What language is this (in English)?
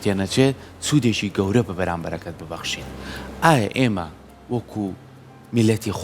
Central Kurdish